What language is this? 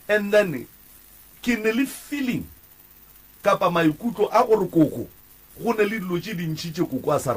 Northern Sotho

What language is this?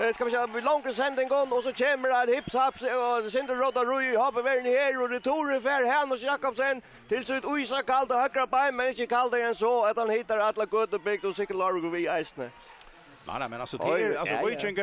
Faroese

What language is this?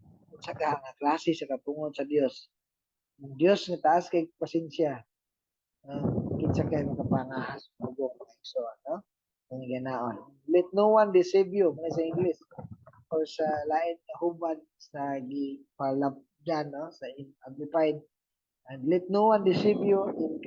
Cebuano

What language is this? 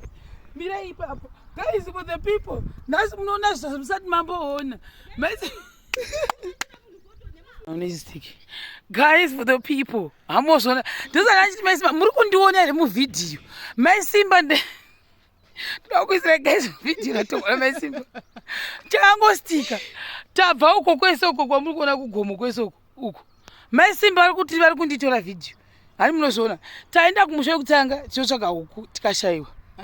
Shona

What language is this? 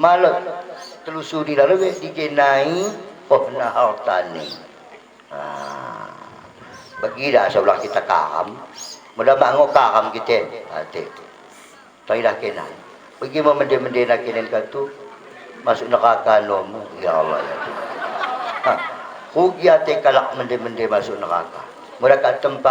Batak Dairi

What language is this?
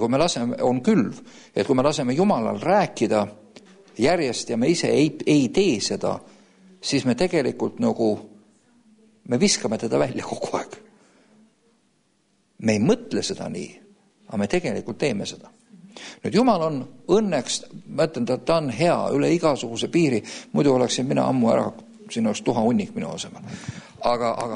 Estonian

